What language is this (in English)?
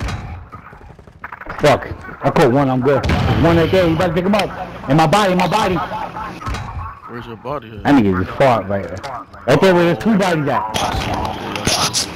English